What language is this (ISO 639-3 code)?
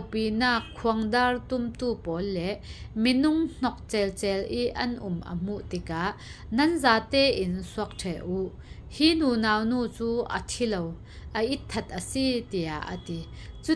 cfm